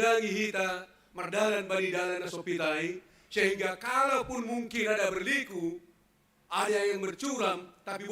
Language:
Batak Simalungun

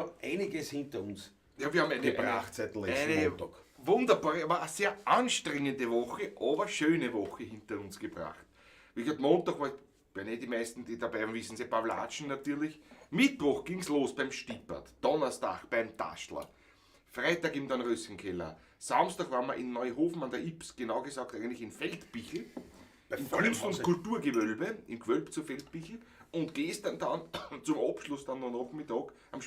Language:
Bavarian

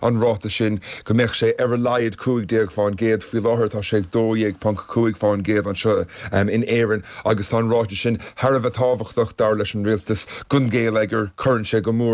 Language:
Irish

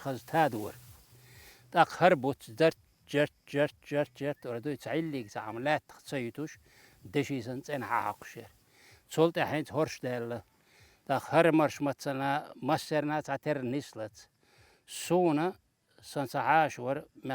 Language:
Chechen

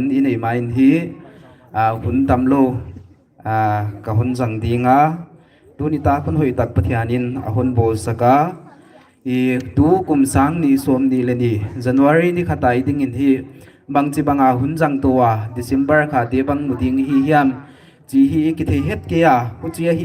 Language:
Paite Chin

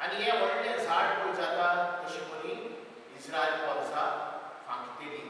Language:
Konkani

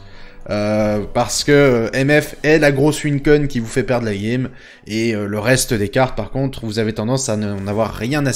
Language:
French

